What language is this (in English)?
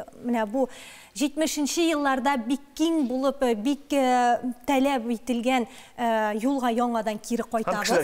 Tatar